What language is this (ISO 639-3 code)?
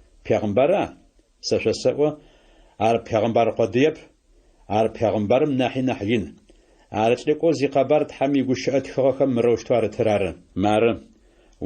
ady